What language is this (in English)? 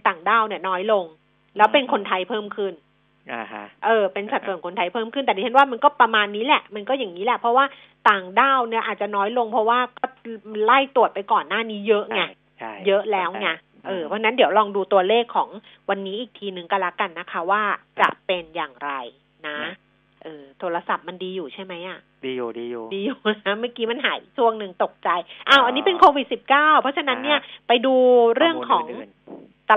Thai